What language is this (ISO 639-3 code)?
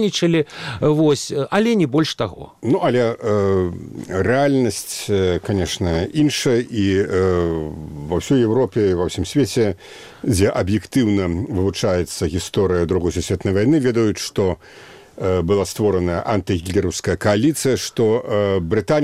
bel